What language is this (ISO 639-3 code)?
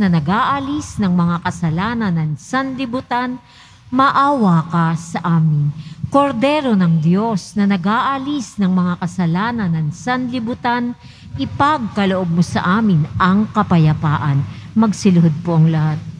fil